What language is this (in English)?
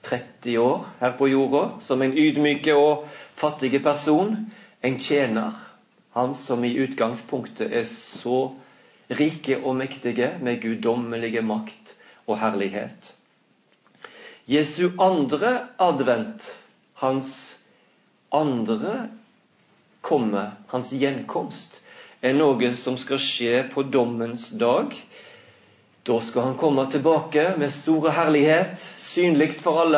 Norwegian